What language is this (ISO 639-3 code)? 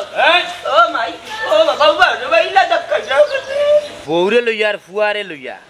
syl